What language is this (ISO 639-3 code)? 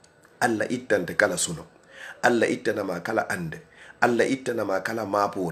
ful